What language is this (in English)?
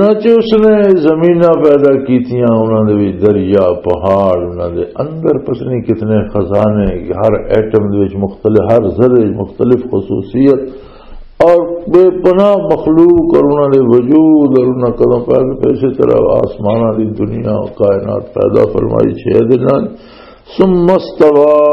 Western Panjabi